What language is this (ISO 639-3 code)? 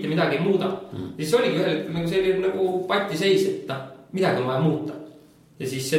est